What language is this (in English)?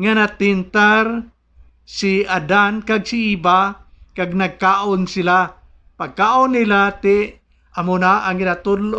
Hiligaynon